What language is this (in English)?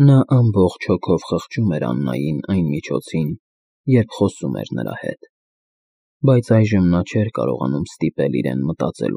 Armenian